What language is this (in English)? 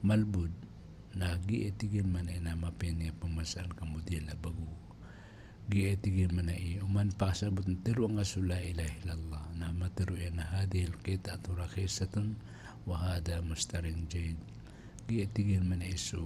Maranao